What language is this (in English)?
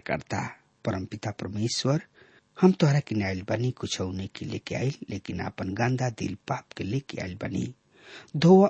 Bhojpuri